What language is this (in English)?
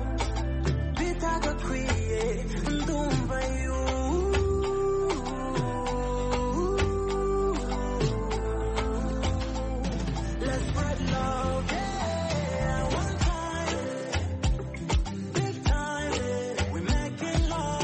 Kinyarwanda